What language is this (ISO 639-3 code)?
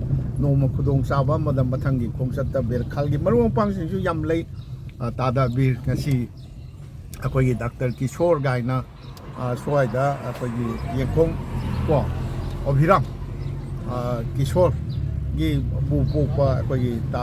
mni